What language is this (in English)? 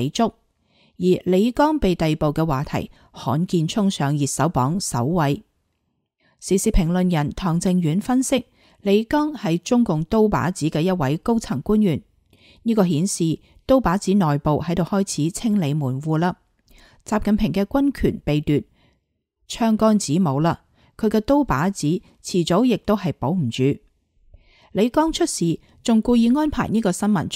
Cantonese